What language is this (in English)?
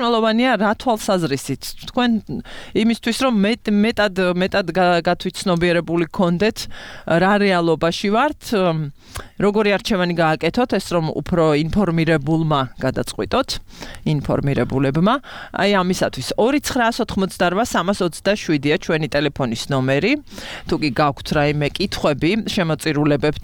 Georgian